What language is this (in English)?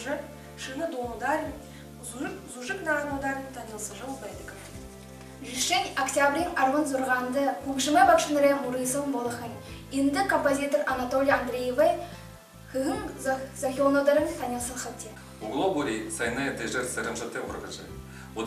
Buriat